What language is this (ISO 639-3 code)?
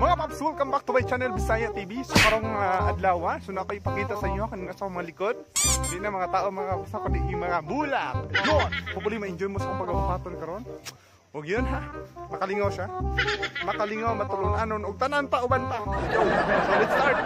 ceb